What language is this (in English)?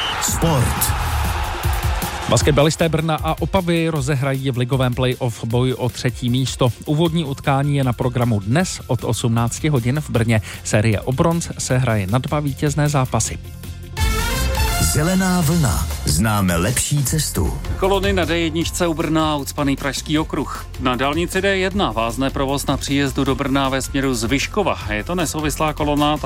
Czech